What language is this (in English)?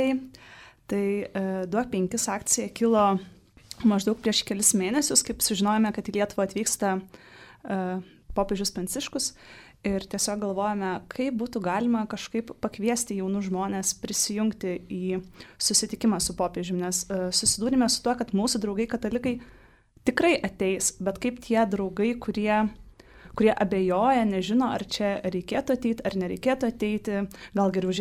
Lithuanian